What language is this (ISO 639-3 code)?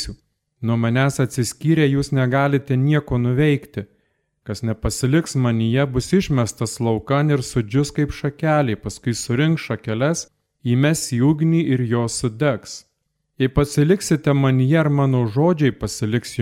lit